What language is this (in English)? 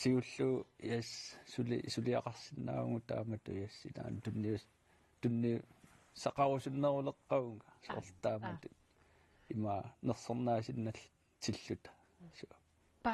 Kalaallisut